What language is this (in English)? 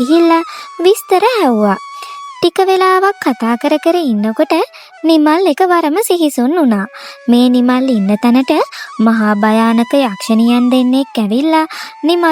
Sinhala